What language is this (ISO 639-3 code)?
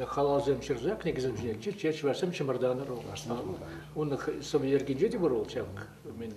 chv